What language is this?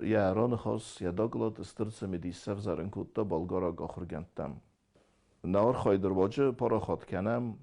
Ossetic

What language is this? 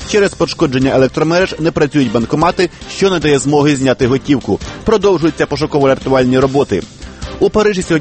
Ukrainian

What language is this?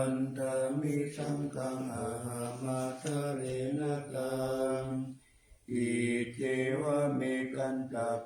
Pali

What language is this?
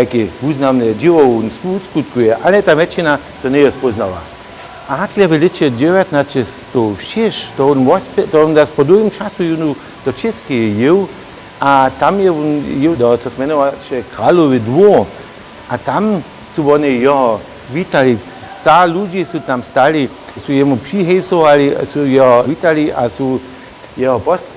Upper Sorbian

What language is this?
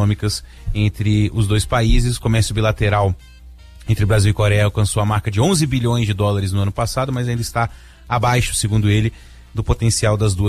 Portuguese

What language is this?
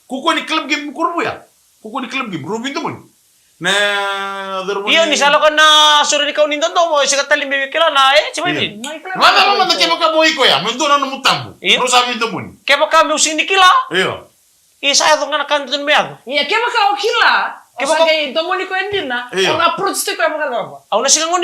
Fijian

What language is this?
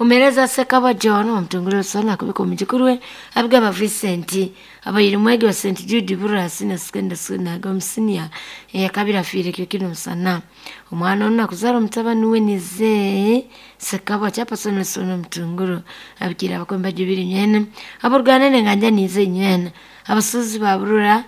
Nyoro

